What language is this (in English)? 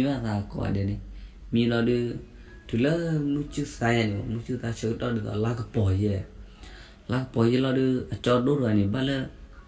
S'gaw Karen